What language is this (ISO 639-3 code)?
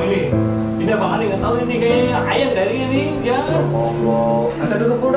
bew